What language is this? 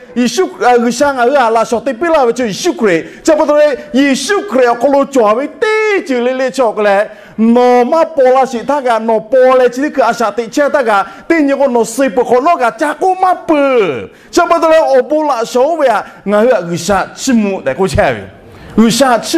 Lahu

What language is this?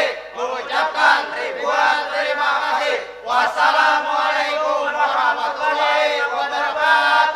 Banjar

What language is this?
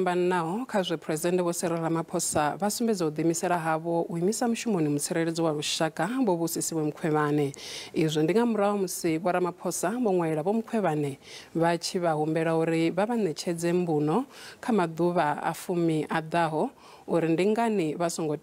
Venda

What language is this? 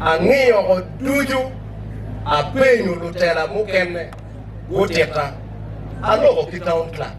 Acoli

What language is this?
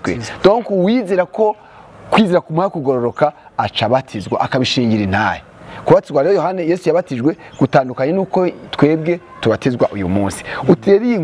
Rundi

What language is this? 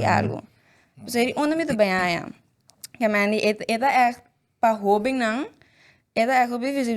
Papiamento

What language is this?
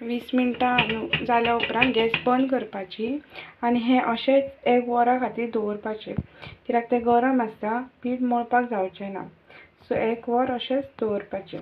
Konkani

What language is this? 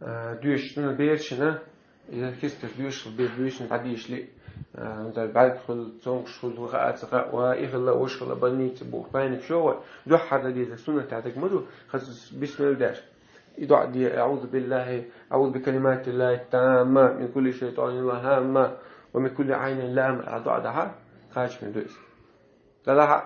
Chechen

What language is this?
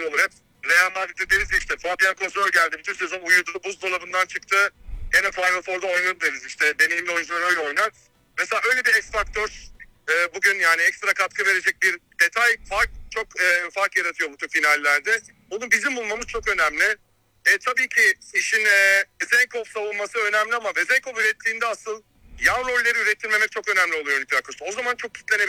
Turkish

